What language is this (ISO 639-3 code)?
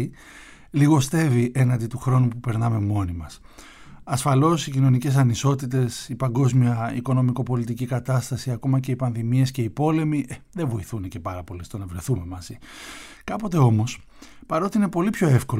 ell